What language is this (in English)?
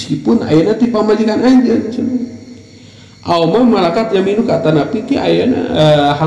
Sundanese